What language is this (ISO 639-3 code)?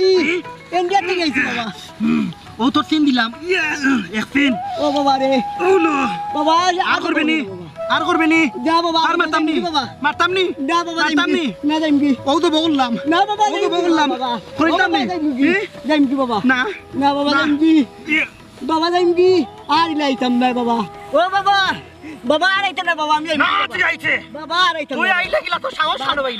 syl